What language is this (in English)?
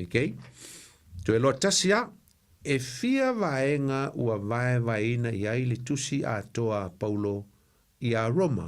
Samoan